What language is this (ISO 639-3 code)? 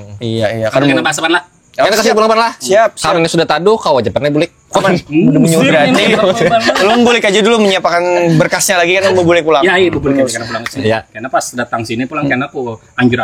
bjn